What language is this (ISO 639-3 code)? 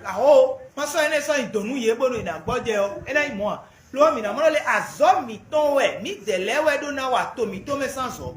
fon